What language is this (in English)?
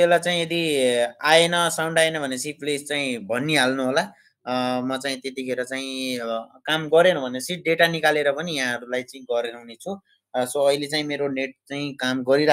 Nepali